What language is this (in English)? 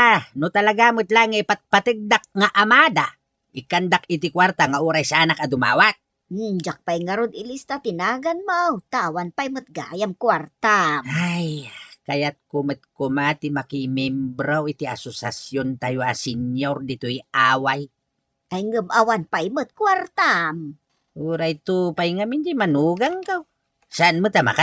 Iloko